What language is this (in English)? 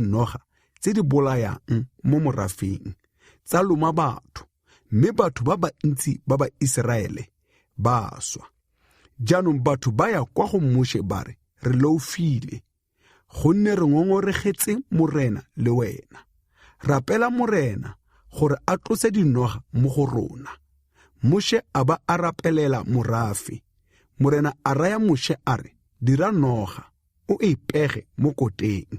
Tswana